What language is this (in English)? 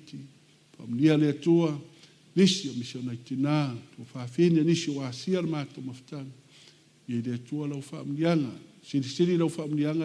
Samoan